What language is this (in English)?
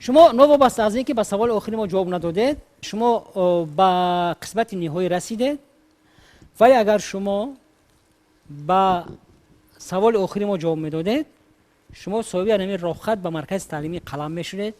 Tajik